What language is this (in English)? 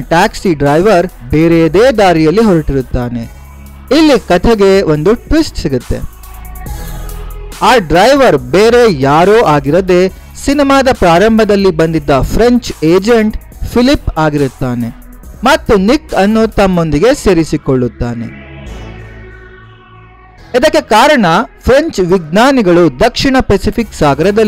Kannada